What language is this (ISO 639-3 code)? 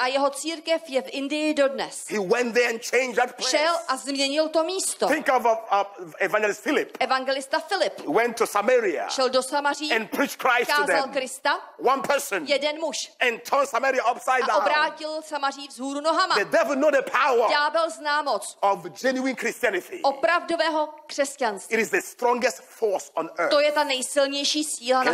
ces